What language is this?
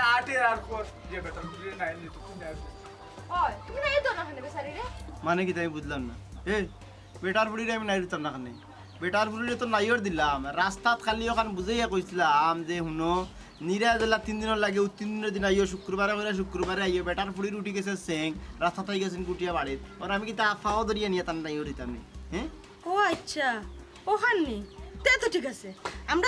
Sylheti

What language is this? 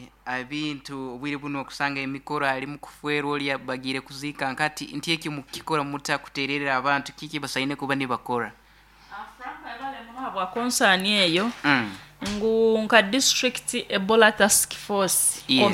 Nyoro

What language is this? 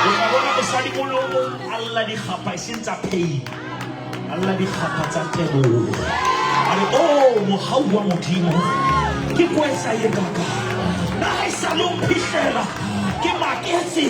Southern Sotho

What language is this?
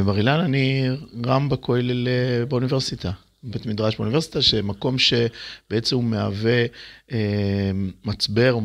Hebrew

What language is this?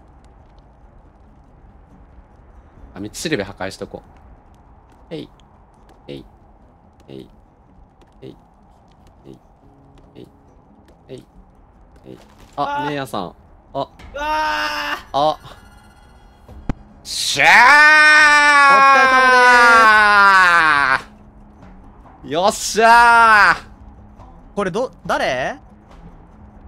Japanese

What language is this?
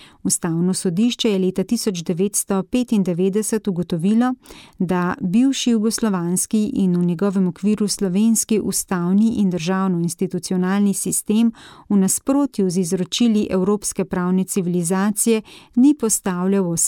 Slovenian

